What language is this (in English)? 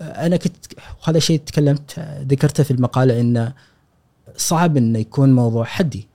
Gulf Arabic